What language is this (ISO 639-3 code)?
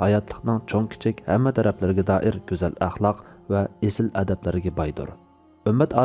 uig